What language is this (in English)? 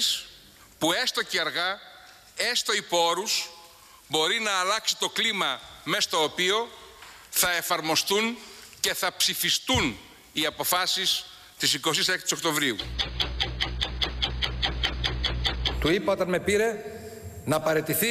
Greek